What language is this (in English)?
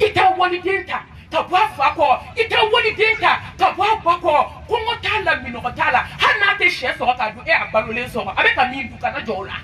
Bambara